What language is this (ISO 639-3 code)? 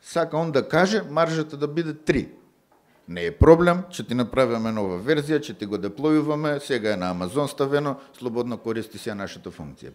mkd